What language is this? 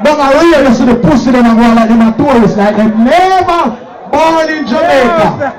Jamaican Creole English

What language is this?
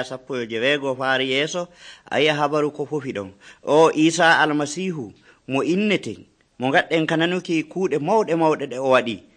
Nigerian Fulfulde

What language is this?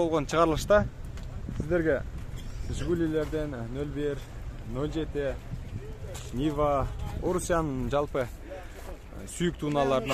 Kyrgyz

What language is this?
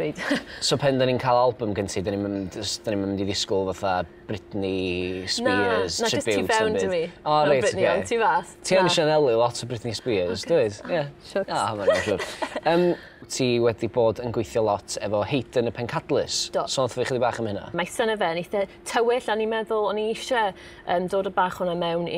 Welsh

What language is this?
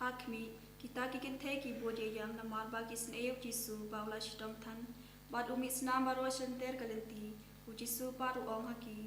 Khasi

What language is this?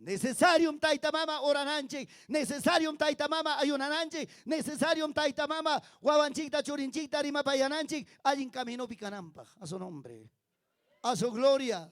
Ayacucho Quechua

